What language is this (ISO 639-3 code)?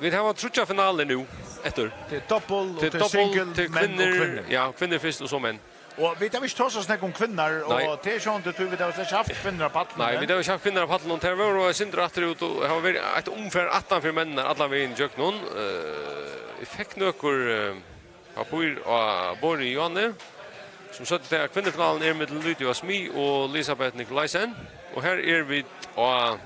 fao